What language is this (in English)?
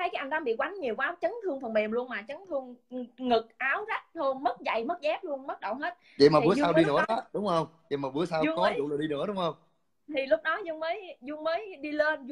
Vietnamese